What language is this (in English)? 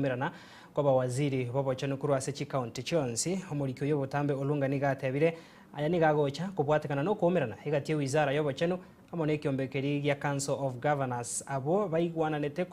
Gusii